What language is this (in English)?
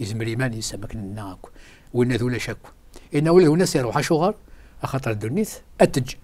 Kabyle